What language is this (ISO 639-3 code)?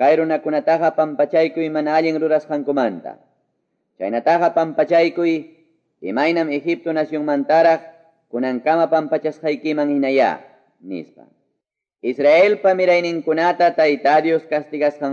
que